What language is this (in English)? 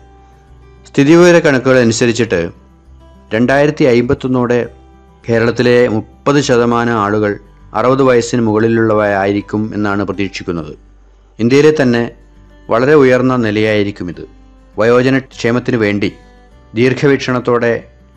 Malayalam